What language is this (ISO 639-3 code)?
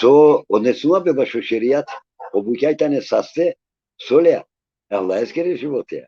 rmn